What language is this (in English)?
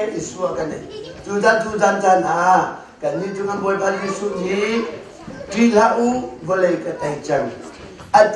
Hakha Chin